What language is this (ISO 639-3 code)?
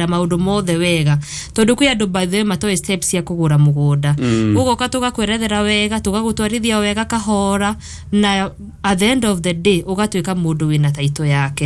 kik